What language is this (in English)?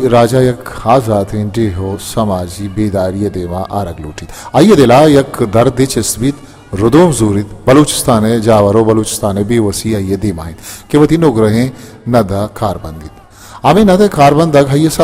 Baluchi